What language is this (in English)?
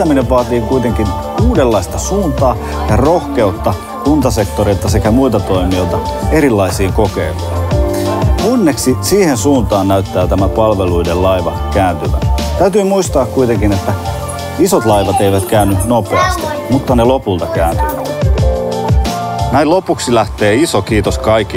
Finnish